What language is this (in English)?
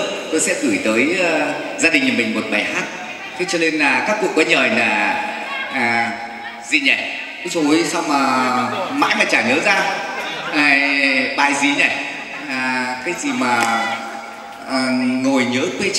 Vietnamese